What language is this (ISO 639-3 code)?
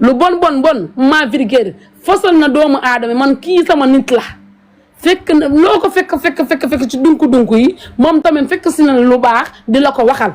wol